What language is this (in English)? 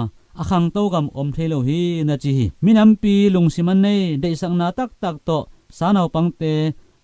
Tedim Chin